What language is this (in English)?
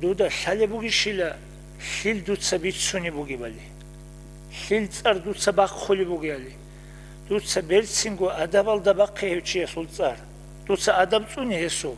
Avaric